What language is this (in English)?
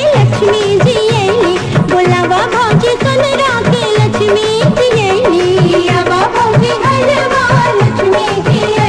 Bhojpuri